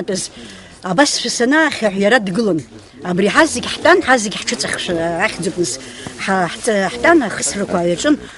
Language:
Abkhazian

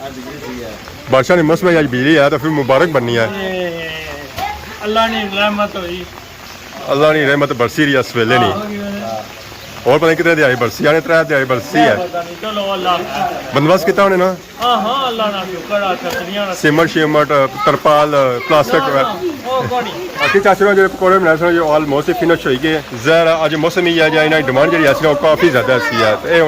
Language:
Pahari-Potwari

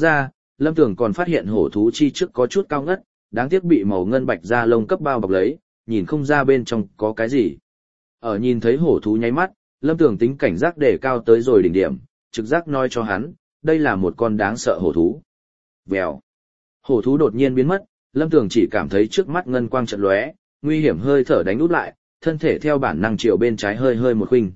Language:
Vietnamese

